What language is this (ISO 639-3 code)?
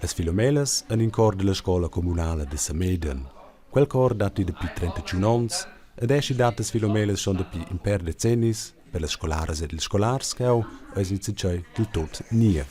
roh